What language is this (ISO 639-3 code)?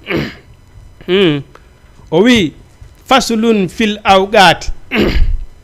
ful